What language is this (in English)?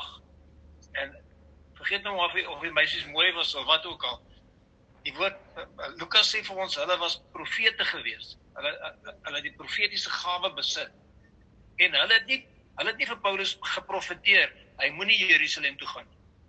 Afrikaans